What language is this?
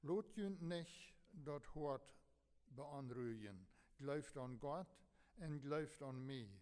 Plautdietsch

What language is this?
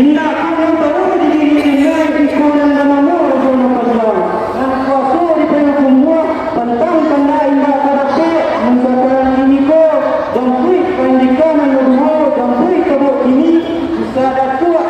Minangkabau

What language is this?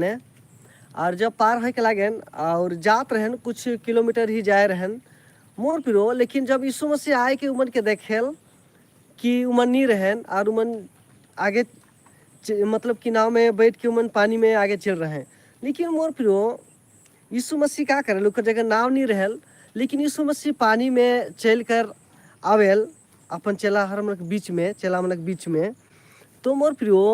Sadri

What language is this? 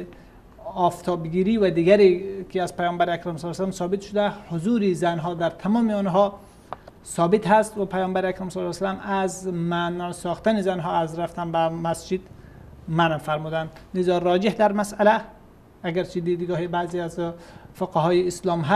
Persian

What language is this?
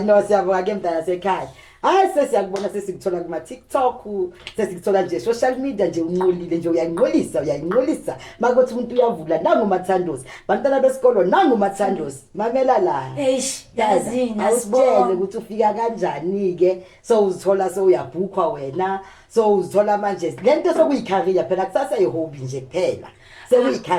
Zulu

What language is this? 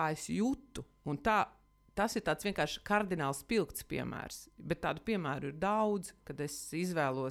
Latvian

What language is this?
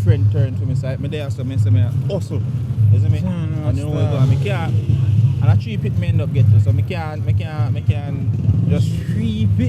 Jamaican Creole English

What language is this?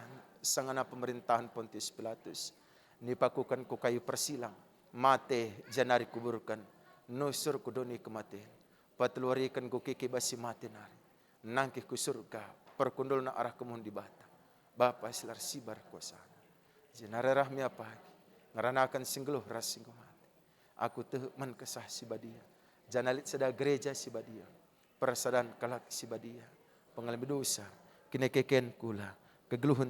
Batak Karo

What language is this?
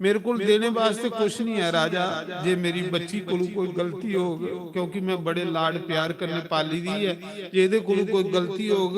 Dogri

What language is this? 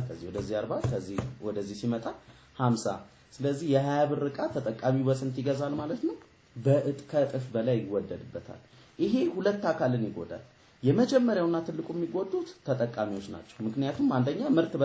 Amharic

